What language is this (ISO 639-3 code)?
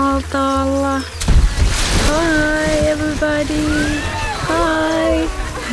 fin